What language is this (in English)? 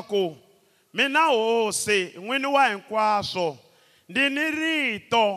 Tsonga